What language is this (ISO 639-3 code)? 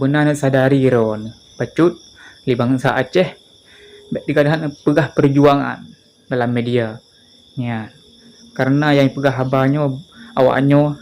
ace